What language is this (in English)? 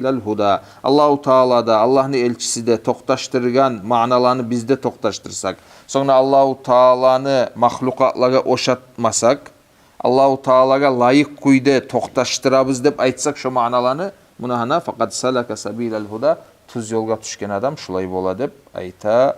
Kumyk